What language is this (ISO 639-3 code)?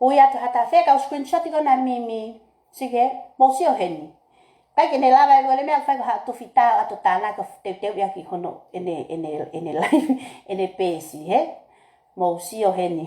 ton